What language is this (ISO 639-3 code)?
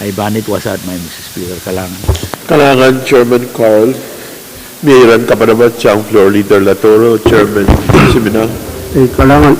pon